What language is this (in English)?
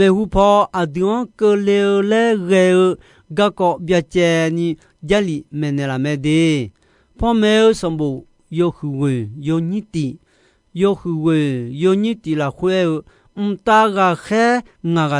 Akha